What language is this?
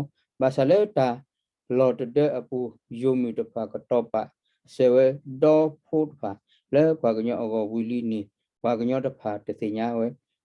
S'gaw Karen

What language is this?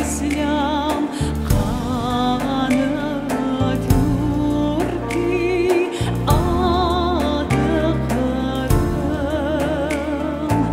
Crimean Tatar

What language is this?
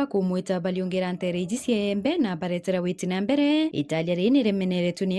Meru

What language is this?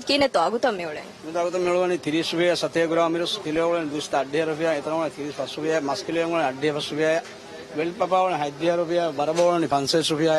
Divehi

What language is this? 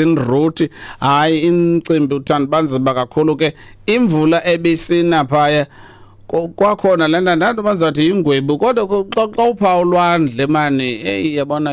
Xhosa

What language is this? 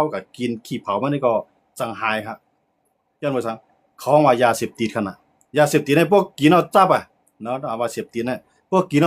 Shan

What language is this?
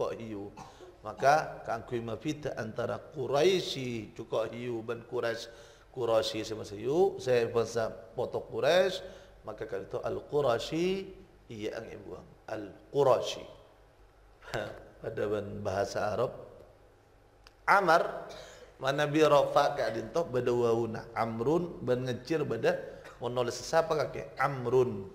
Madurese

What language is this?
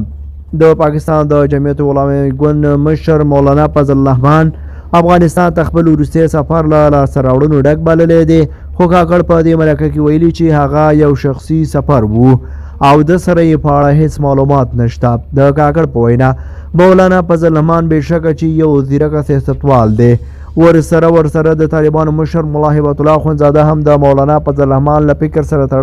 Pashto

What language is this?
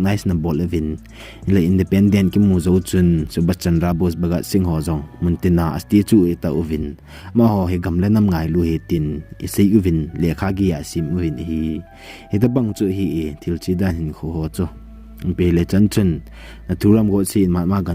Thado Chin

